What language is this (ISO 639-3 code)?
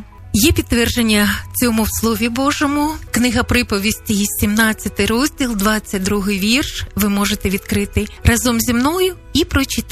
ukr